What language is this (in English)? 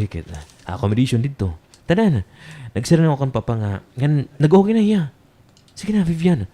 Waray